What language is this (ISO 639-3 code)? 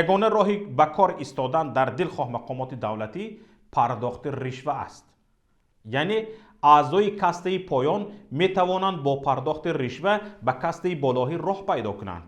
tgk